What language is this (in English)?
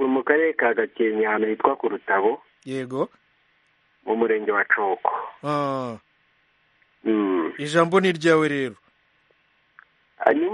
Kinyarwanda